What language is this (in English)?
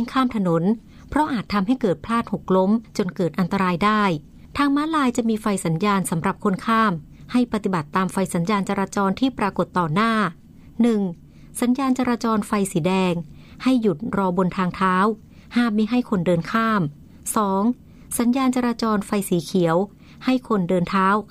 Thai